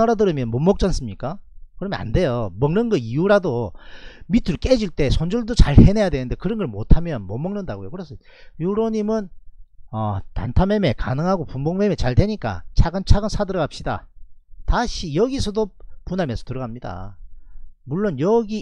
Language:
Korean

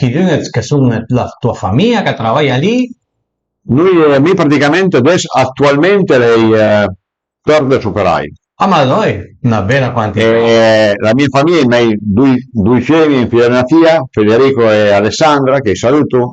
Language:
Piedmontese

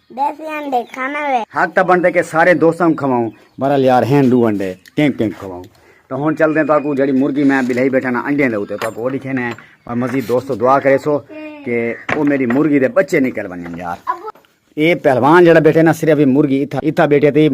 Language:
Saraiki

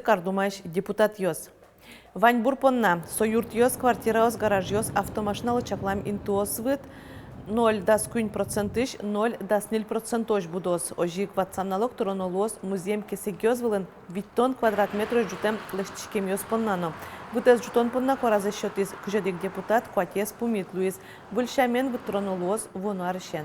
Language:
Udmurt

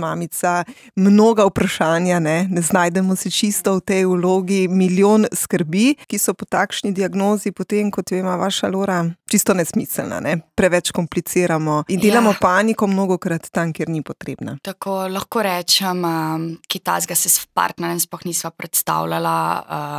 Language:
Slovenian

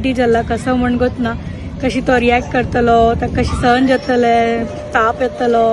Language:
Konkani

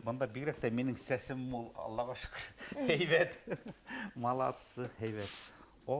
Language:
Bashkir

